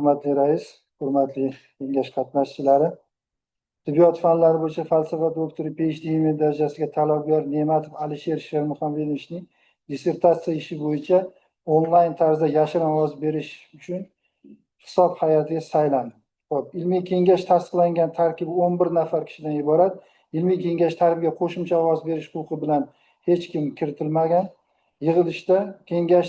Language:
Uzbek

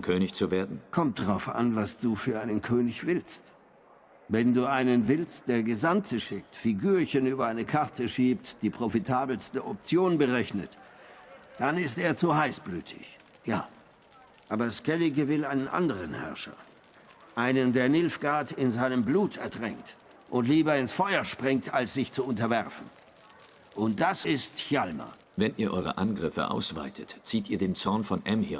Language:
Swiss German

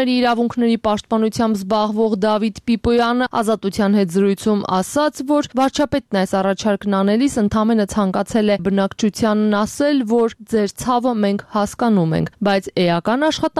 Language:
Armenian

